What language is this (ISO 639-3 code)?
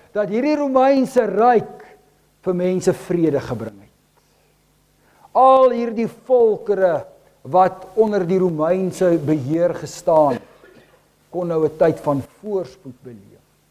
afr